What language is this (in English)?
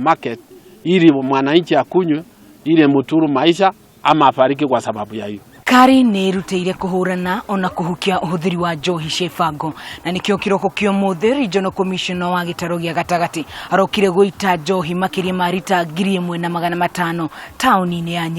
Kikuyu